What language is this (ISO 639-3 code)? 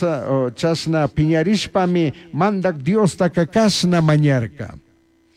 qug